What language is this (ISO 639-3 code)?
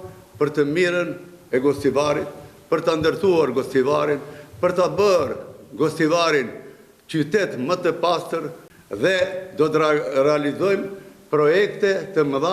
sqi